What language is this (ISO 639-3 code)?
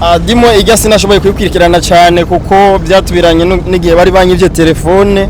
run